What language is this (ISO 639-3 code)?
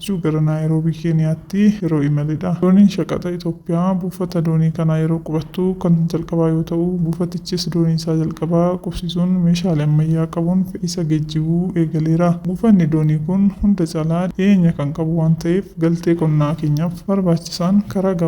orm